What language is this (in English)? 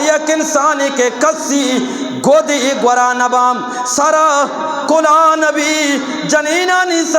Eastern Balochi